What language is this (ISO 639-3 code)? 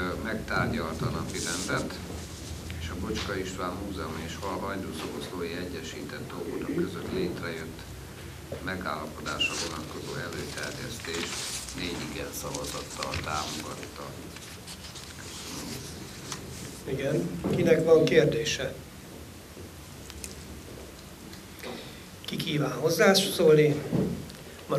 hun